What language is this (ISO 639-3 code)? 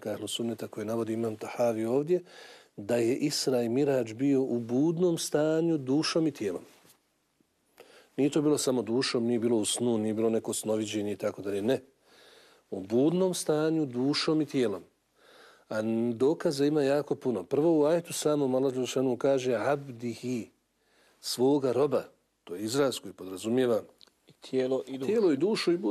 bos